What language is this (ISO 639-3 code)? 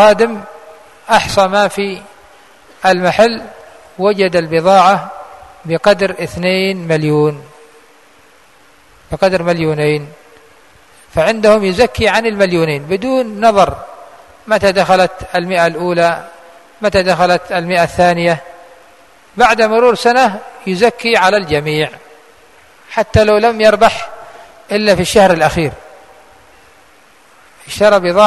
ara